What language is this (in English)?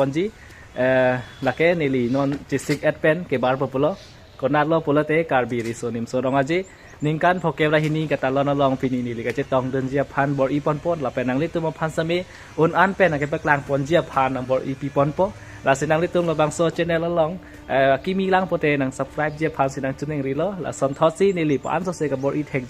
Karbi